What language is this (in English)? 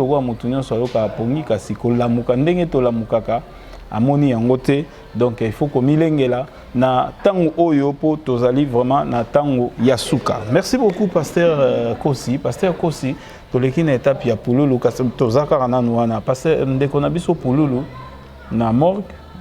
Lingala